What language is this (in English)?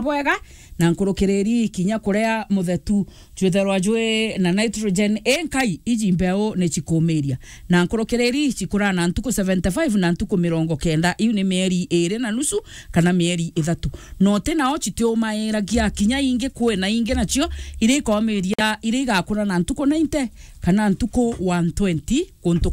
Meru